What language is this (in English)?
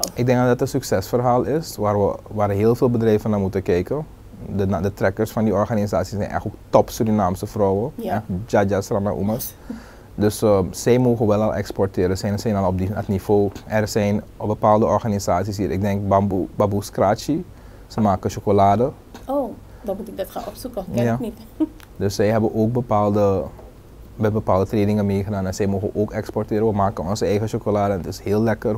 Dutch